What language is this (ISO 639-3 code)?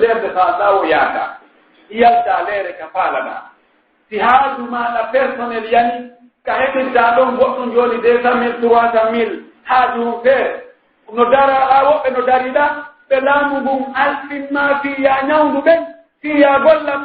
fuf